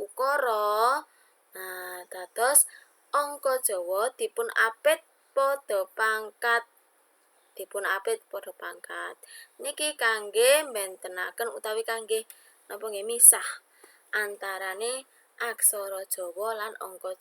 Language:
Javanese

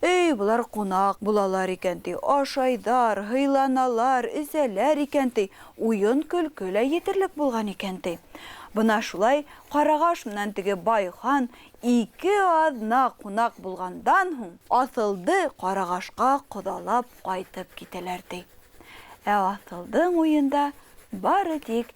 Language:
Bashkir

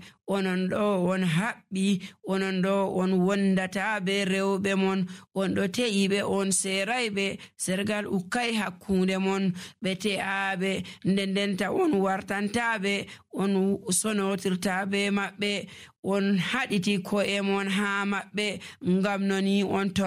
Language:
Nigerian Fulfulde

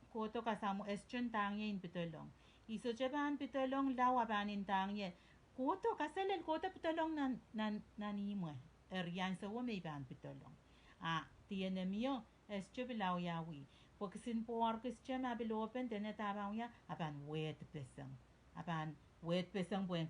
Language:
Pohnpeian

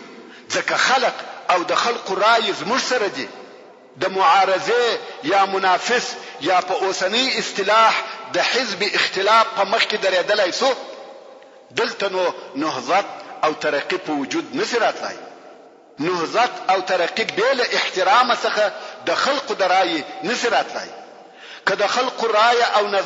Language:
Pashto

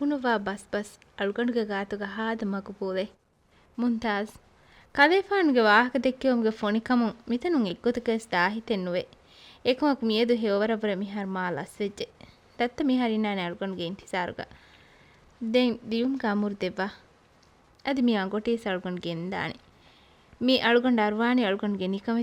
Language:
Divehi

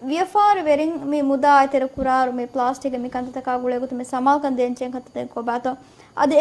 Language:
Divehi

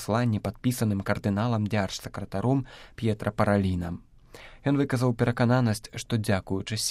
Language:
Belarusian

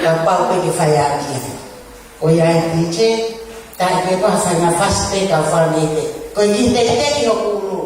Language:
Tongan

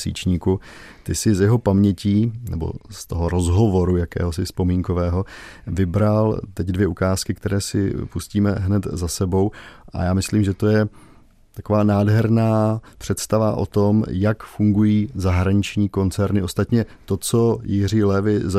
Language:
Czech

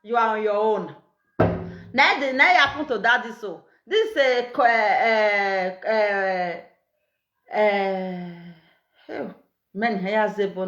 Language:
Nigerian Pidgin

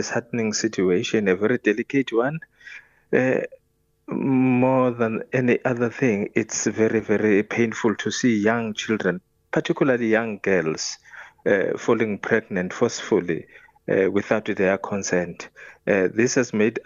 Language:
English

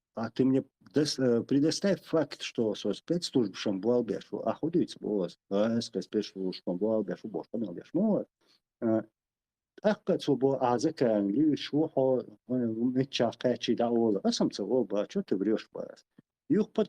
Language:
Chechen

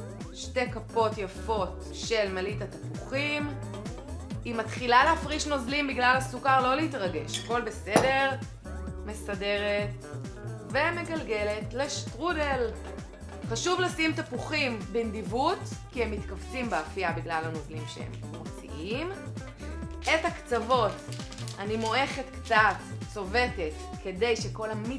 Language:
Hebrew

